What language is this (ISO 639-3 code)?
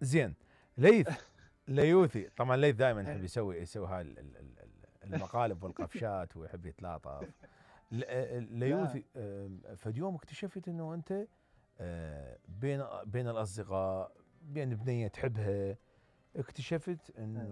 acm